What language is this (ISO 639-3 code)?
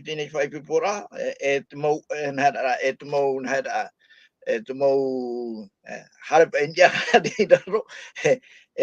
tah